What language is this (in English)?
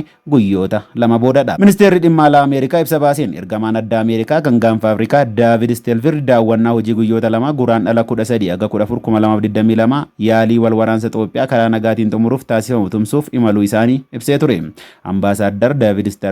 Oromo